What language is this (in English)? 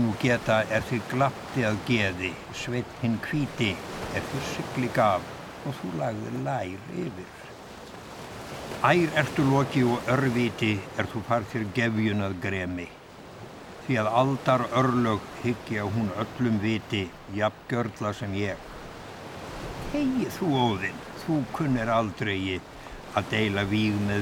Icelandic